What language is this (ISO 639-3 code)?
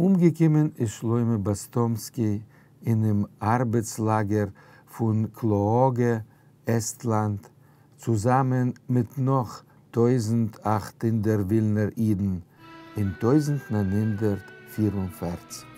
yid